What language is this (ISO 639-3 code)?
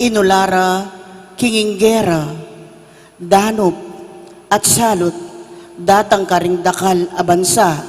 pam